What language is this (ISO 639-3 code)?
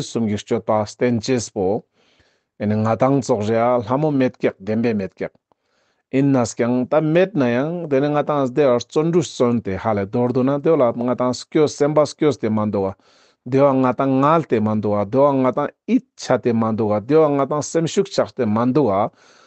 lbj